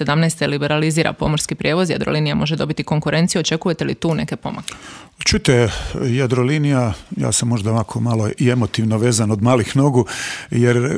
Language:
Croatian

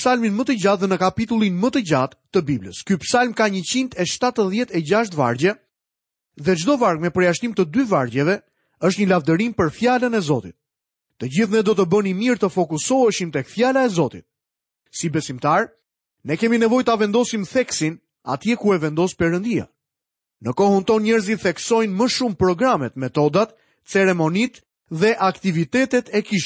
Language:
Albanian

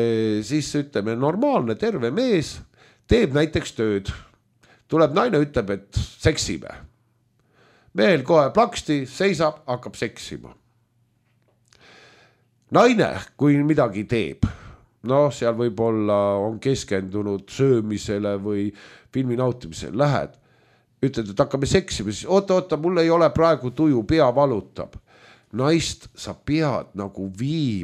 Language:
Estonian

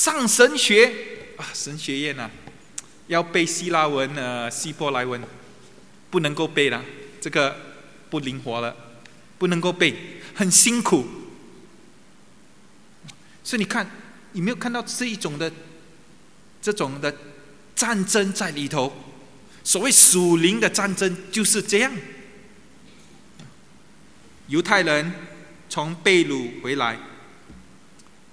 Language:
Chinese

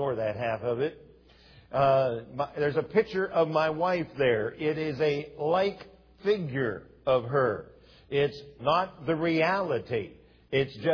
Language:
English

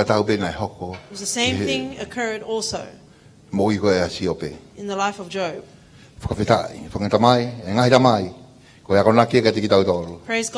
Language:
Tongan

